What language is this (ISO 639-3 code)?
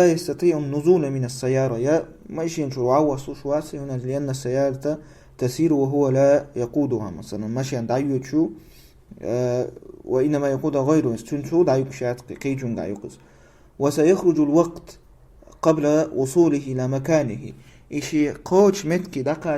che